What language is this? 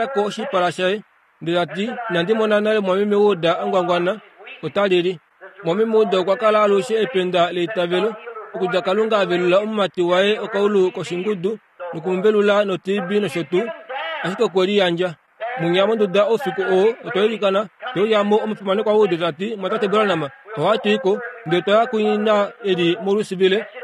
Kuanyama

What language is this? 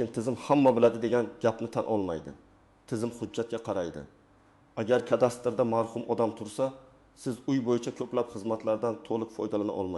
Uzbek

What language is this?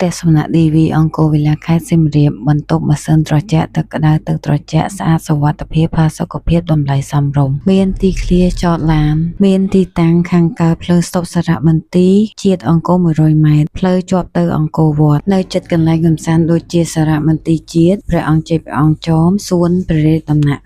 Khmer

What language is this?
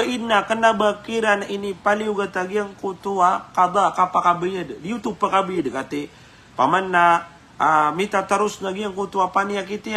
Maranao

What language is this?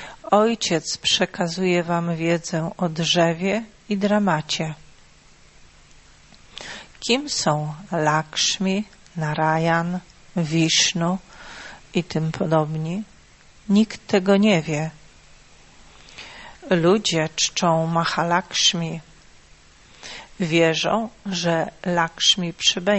Polish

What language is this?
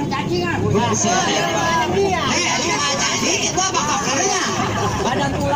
Betawi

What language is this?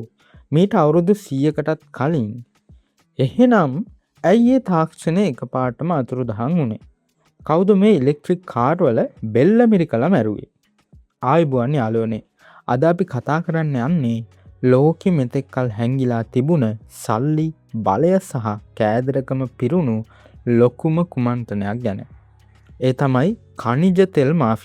Sinhala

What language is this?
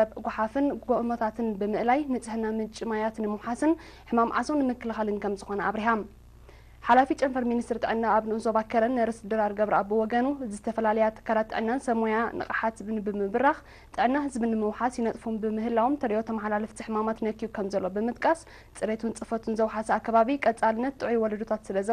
Tigrinya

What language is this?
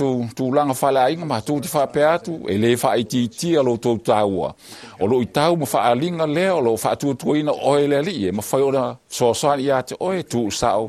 Samoan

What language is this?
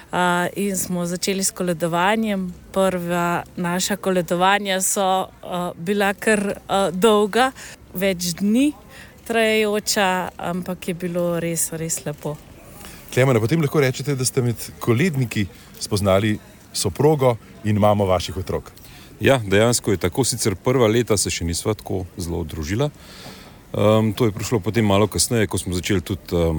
Slovenian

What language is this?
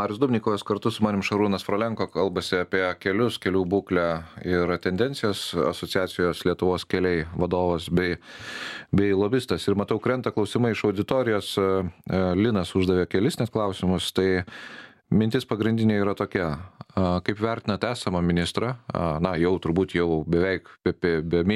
Lithuanian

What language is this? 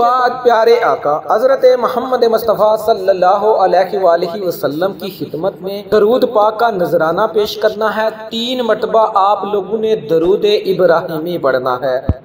Urdu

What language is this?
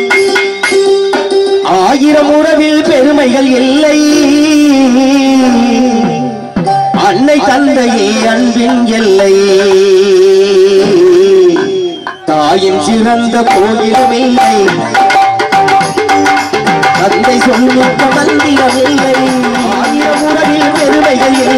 Tamil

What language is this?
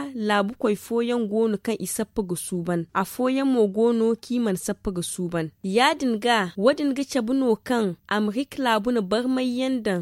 Zarma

